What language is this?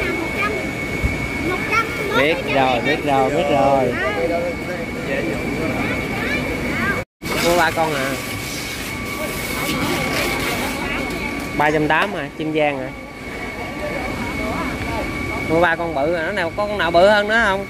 Vietnamese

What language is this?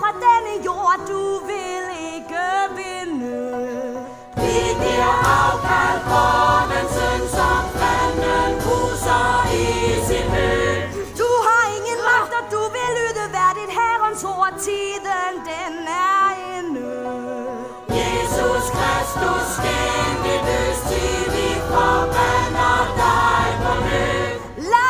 Danish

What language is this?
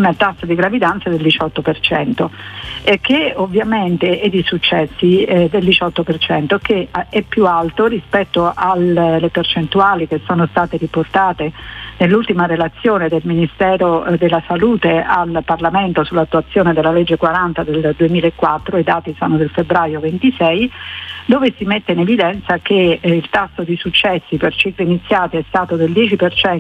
Italian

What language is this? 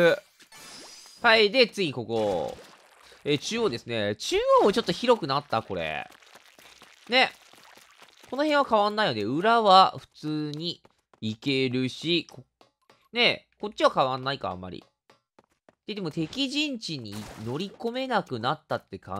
Japanese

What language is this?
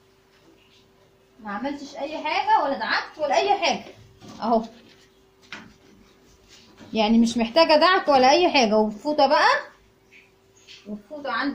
Egyptian Arabic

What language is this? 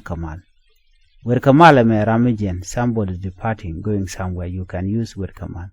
Nuer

